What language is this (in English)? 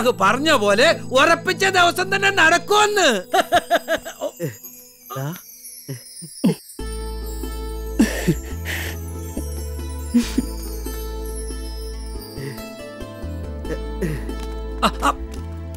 Malayalam